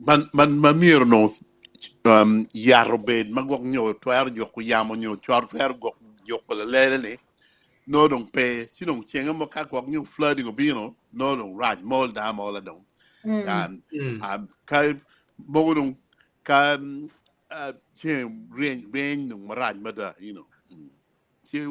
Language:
Acoli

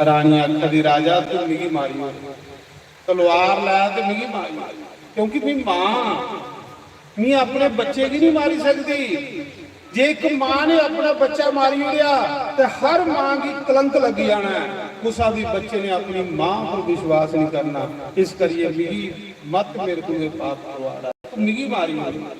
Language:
Dogri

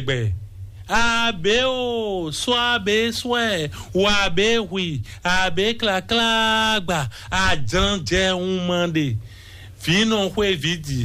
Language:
Fon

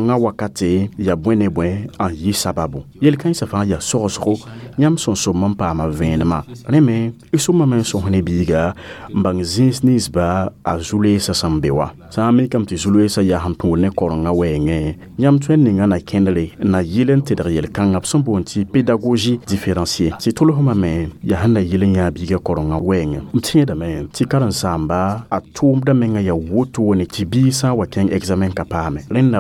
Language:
Mossi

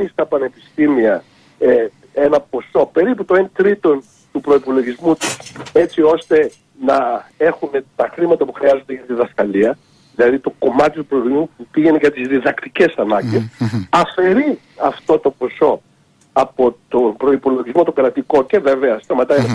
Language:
Greek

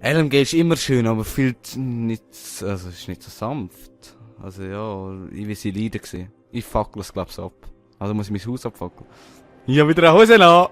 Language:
Swiss German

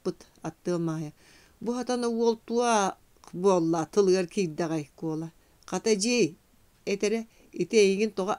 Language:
Yakut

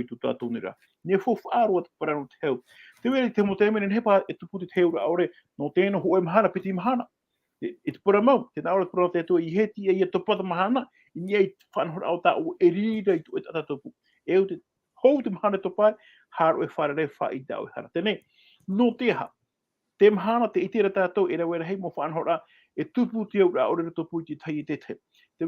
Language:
Tahitian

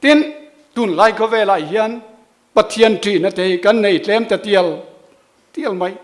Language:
Mizo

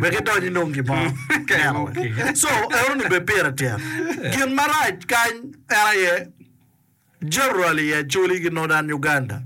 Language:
Acoli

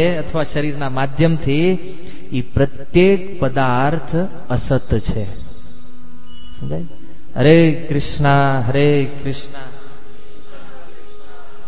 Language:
Gujarati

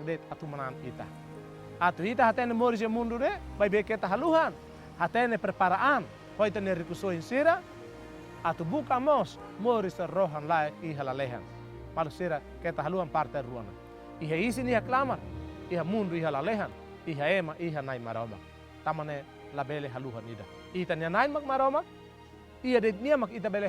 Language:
Tetum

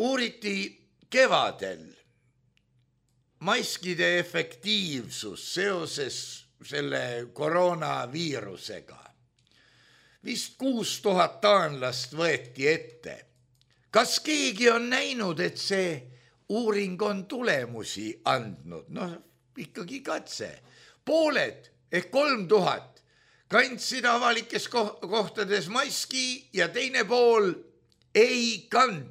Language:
Estonian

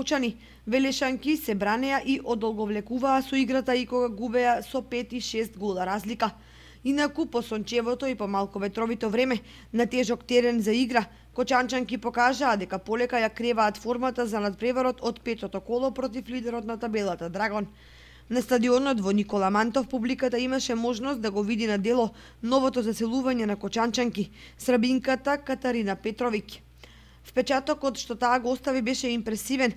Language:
Macedonian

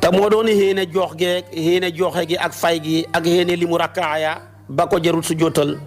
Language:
Wolof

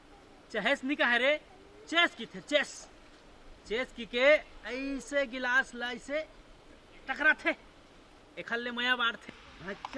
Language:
Chhattisgarhi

